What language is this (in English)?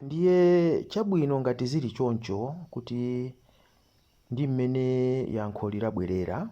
Nyanja